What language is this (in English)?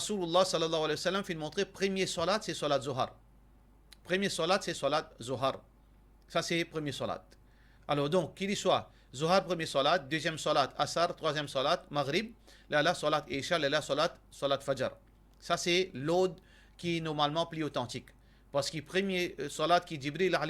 Morisyen